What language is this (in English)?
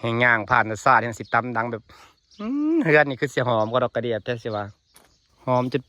Lao